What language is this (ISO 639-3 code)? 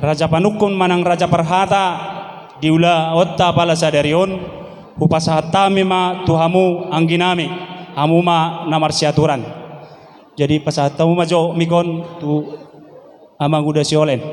bbc